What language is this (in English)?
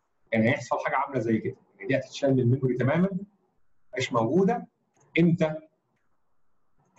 Egyptian Arabic